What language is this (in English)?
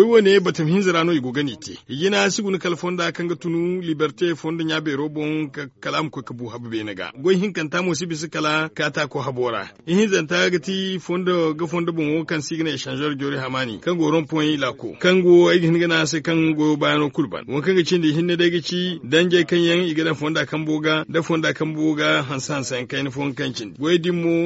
Zarma